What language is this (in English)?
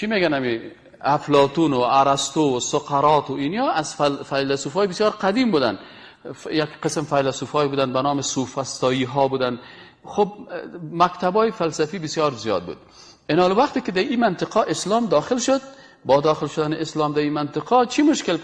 Persian